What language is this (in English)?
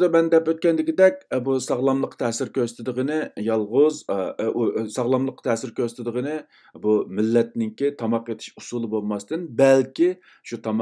Uyghur